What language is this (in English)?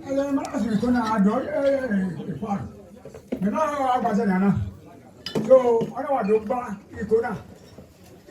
Bini